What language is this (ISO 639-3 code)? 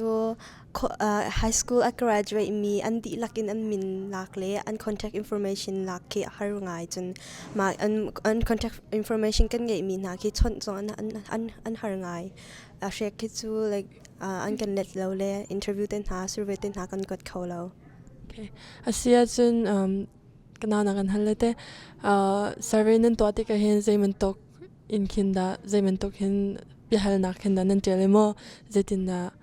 cnh